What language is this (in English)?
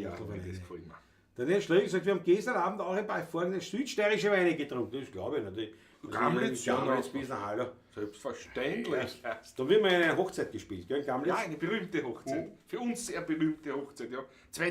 Bavarian